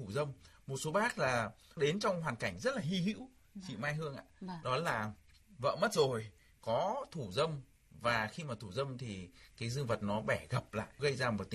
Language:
Vietnamese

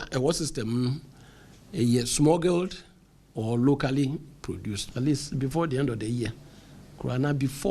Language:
Akan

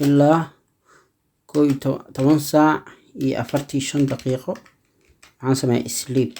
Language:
Somali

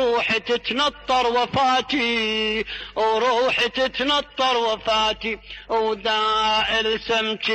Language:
Mesopotamian Arabic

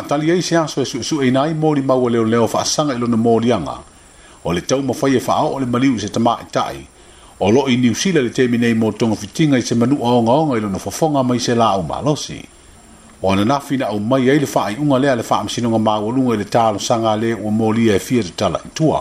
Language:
Samoan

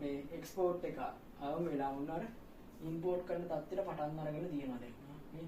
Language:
Sinhala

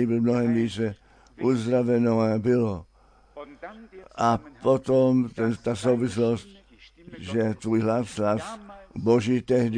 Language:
Czech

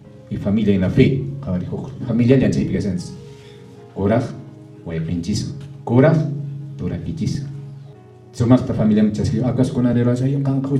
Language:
Quechua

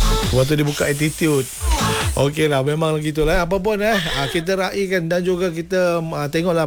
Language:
Malay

